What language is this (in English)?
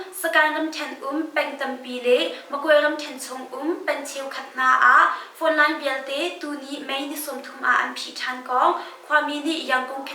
Hakha Chin